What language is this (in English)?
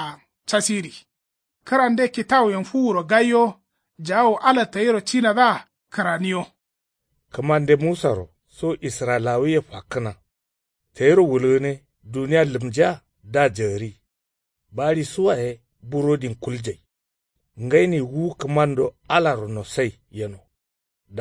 Kanuri